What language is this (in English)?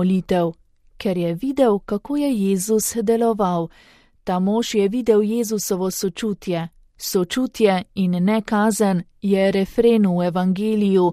Slovenian